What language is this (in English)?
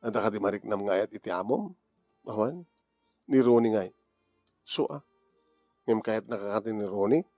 Iloko